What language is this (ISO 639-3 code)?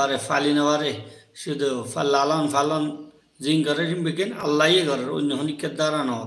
rhg